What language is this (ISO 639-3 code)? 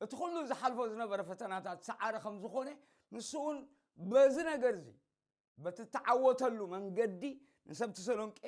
tir